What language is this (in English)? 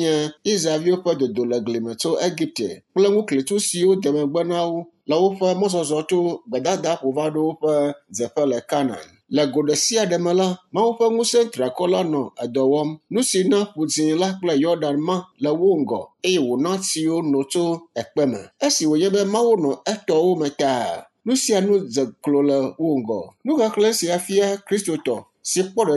Ewe